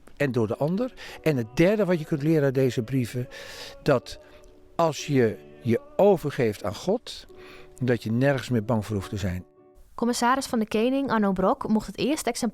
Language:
Western Frisian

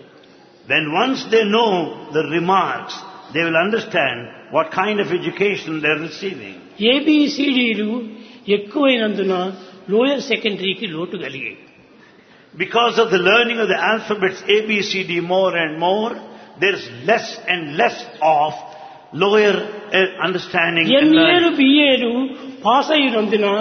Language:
Telugu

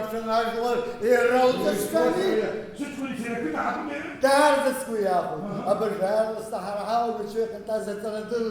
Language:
Abkhazian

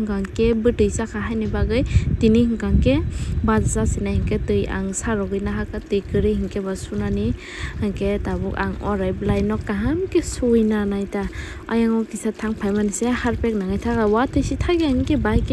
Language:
Kok Borok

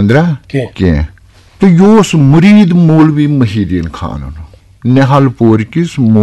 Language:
Kashmiri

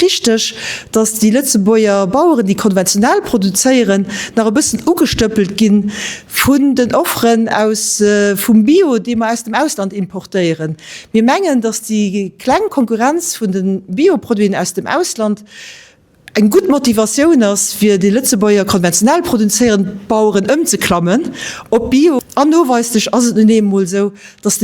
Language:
Luxembourgish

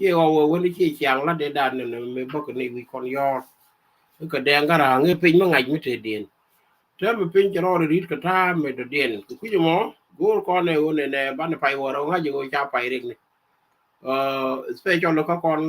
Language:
Nuer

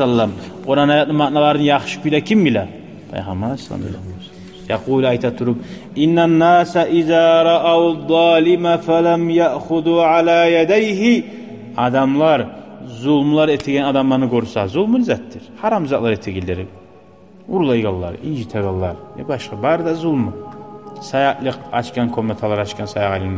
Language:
Kumyk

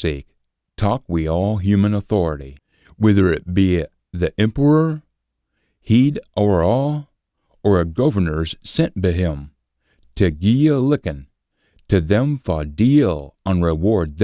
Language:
Scots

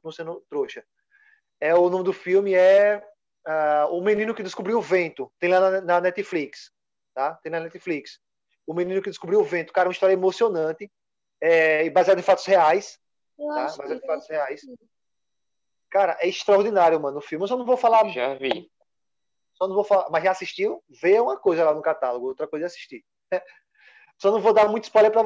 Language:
Portuguese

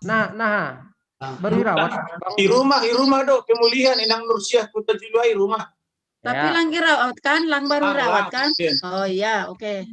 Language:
Batak Simalungun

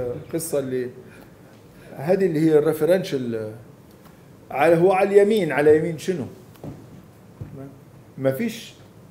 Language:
Libyan Arabic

